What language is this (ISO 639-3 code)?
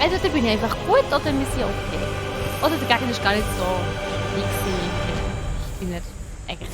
gsw